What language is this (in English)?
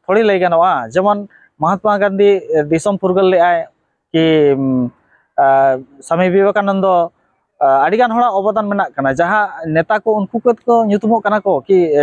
Santali